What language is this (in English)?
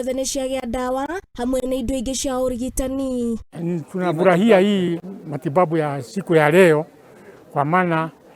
Kikuyu